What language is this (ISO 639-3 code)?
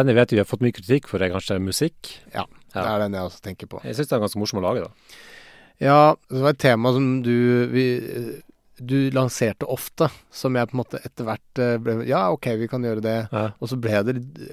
nor